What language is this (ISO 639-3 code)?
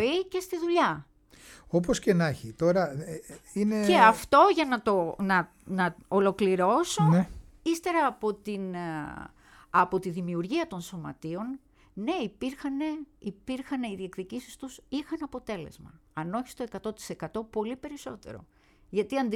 ell